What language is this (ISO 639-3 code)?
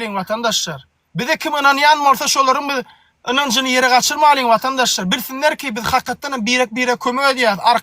tuk